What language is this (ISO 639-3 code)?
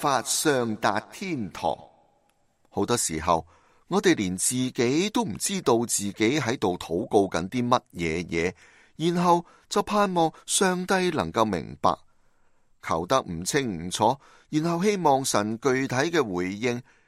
yue